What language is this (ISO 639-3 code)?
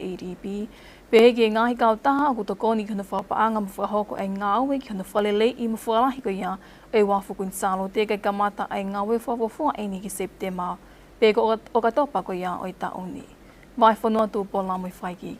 ton